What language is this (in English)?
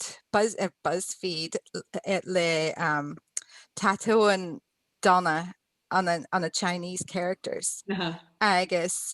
Scottish Gaelic